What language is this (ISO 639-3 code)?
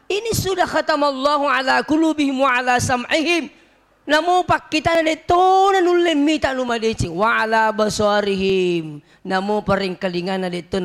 bug